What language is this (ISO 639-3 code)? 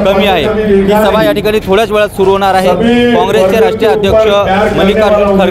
mar